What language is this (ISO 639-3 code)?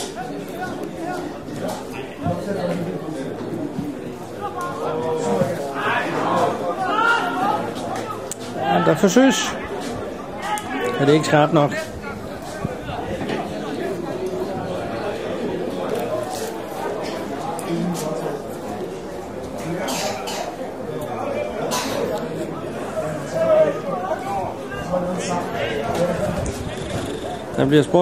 dan